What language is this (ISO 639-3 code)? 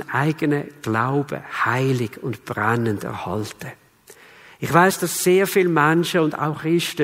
gsw